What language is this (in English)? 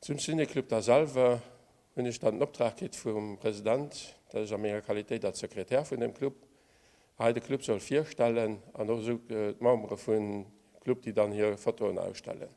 Luxembourgish